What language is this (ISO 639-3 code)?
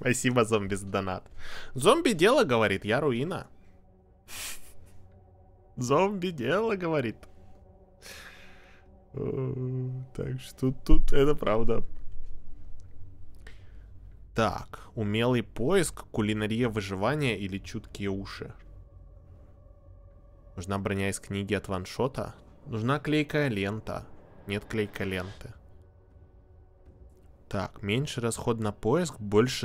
rus